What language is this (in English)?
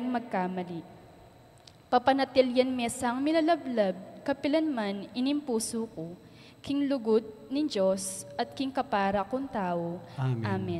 Pampanga